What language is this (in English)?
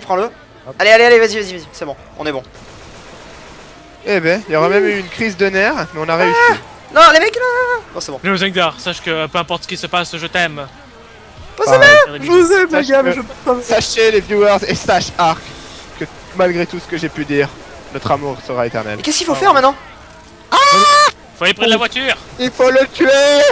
French